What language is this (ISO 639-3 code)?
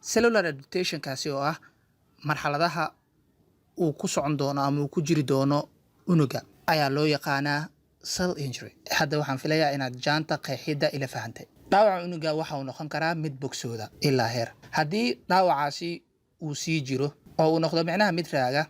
som